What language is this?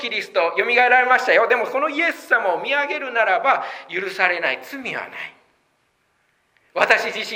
Japanese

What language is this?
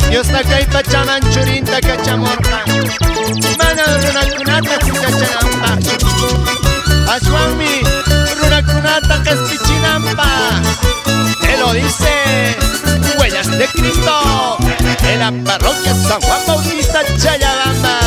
Quechua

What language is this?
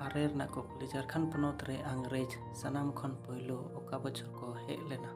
Santali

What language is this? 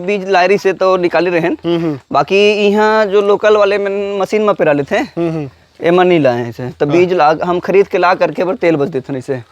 Chhattisgarhi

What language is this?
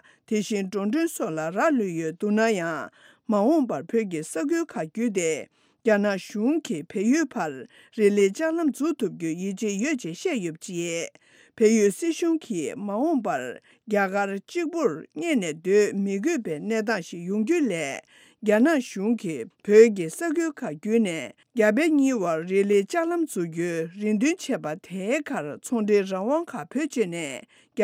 Tibetan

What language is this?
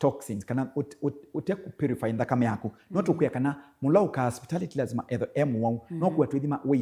Kamba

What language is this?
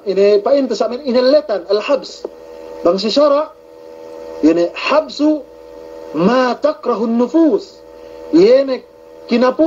Yakan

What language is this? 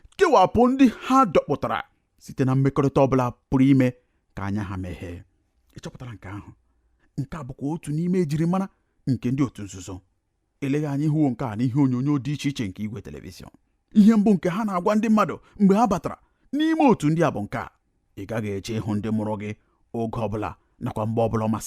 Igbo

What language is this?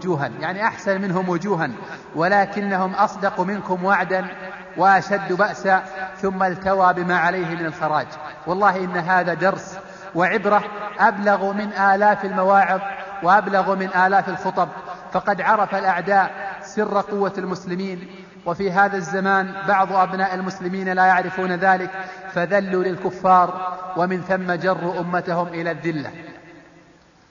Arabic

